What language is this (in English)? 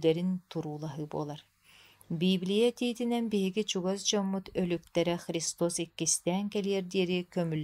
Yakut